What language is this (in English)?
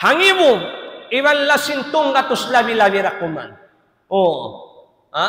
Tausug